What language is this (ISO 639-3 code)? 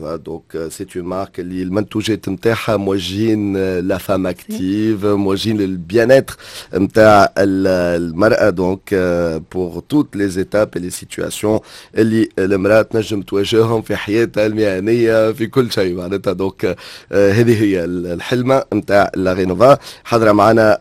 aeb